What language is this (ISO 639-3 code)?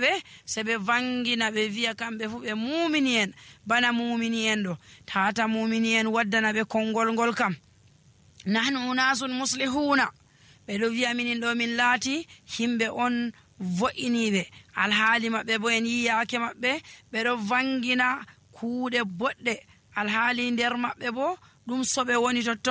fuv